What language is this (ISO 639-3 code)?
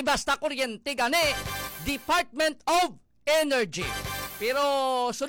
hil